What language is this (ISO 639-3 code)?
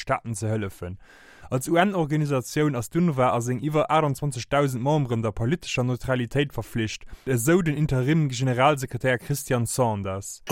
ltz